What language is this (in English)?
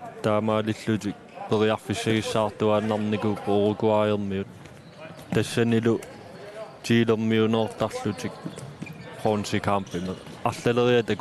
Kalaallisut